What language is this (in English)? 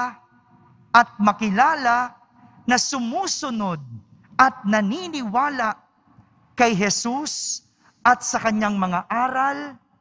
Filipino